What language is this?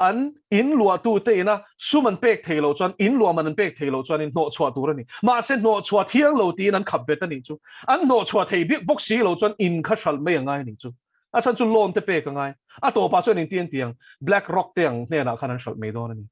Mizo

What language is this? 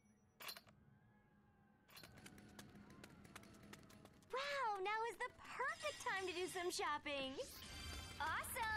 English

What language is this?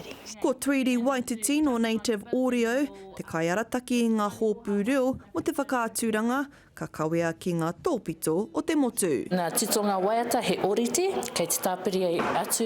Māori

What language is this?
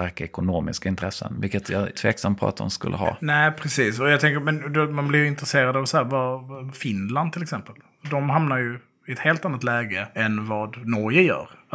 Swedish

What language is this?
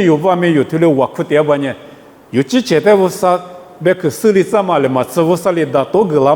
Lisu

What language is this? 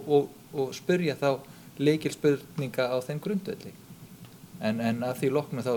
Icelandic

